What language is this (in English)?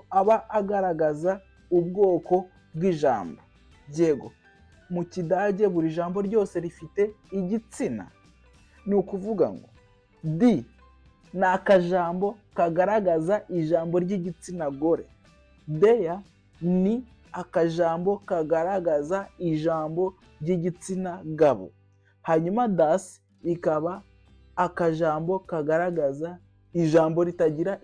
Kinyarwanda